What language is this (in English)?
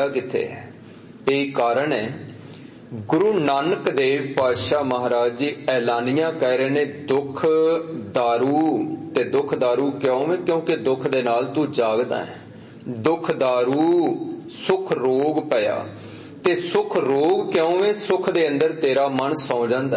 Punjabi